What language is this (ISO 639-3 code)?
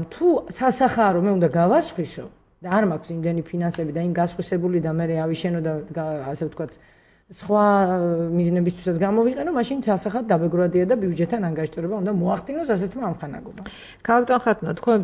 kat